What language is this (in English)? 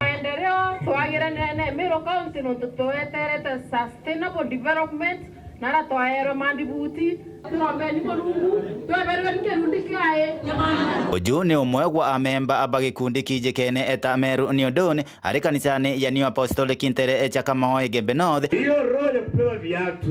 Meru